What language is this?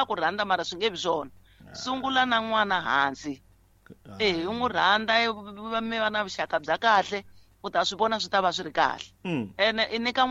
Tsonga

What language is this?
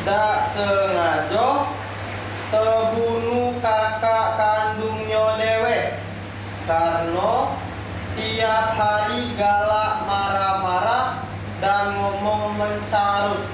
Musi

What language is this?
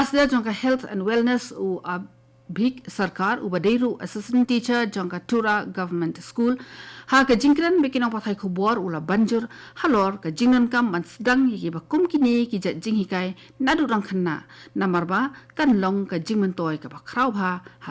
Khasi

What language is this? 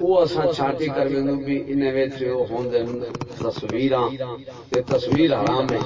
Saraiki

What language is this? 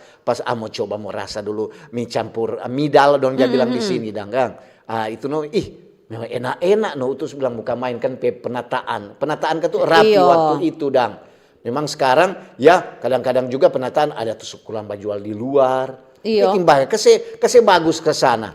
Manado Malay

